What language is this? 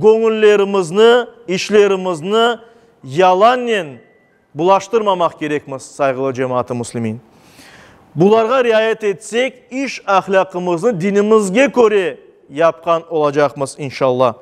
Crimean Tatar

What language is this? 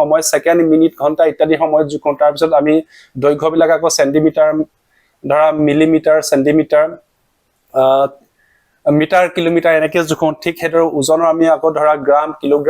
Assamese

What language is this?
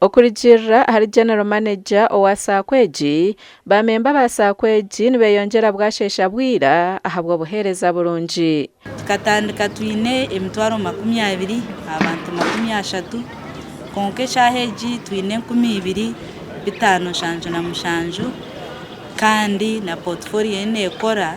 Nyankole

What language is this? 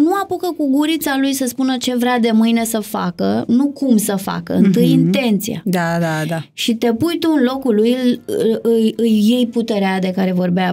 Romanian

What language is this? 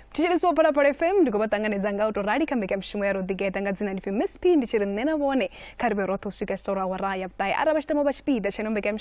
Venda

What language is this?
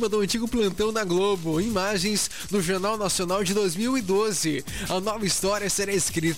Portuguese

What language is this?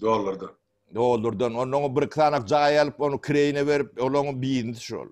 Turkmen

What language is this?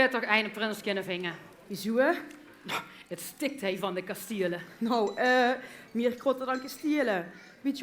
Limburgish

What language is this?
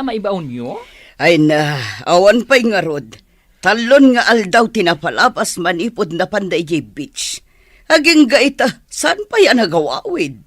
Iloko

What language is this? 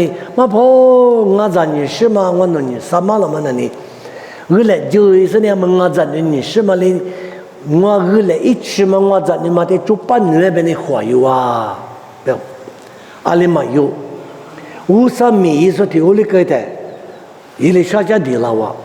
Lisu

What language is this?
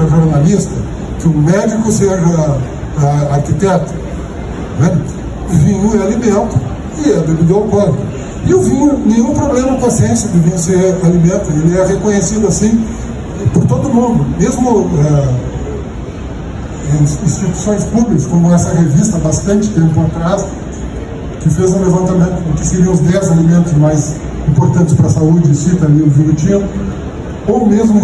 Portuguese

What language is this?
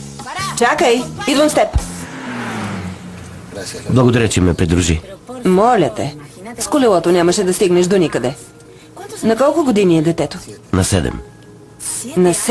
Bulgarian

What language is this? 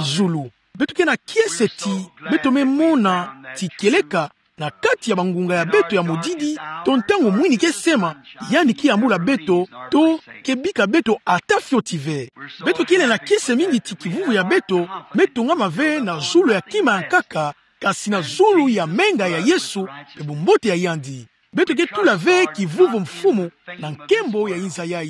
Kituba (Democratic Republic of Congo)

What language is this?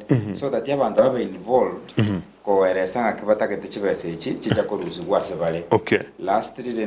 Gusii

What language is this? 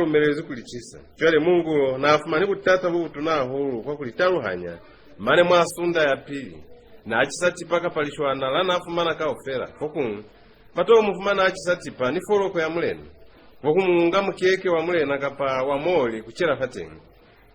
Lozi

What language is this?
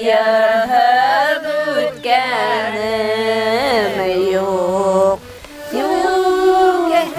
Bashkir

